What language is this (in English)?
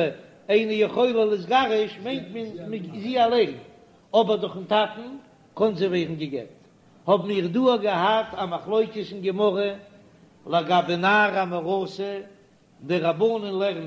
Yiddish